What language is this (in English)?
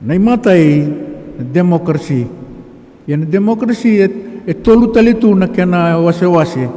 Fijian